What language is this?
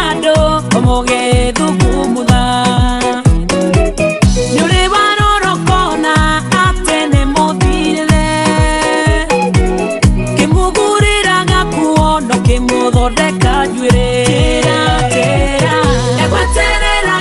Kikuyu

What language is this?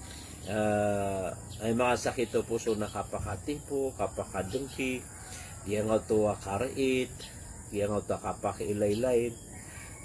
Maranao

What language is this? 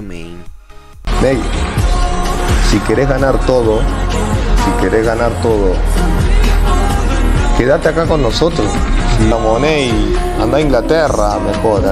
Spanish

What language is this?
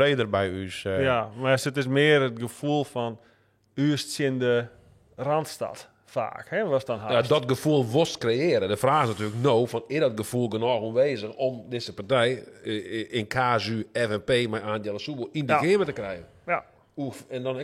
Western Frisian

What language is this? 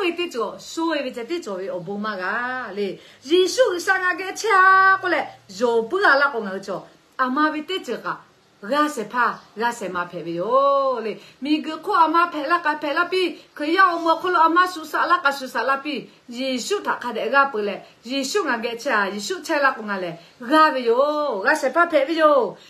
Lahu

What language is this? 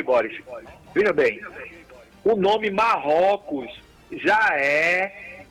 Portuguese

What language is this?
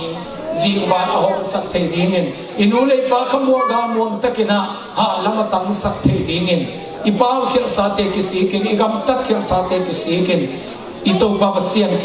Tedim Chin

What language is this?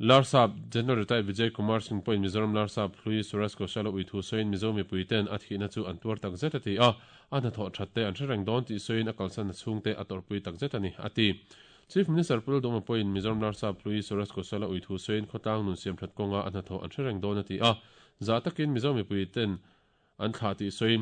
Mizo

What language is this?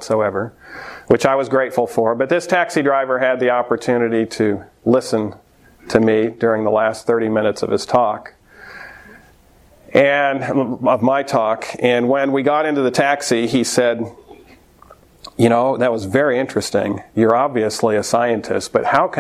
English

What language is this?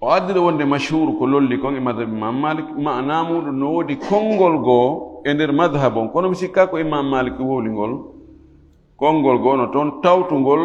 Fula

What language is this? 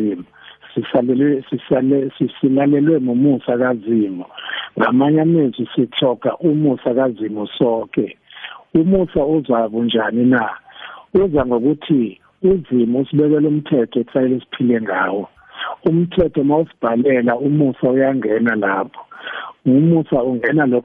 South Ndebele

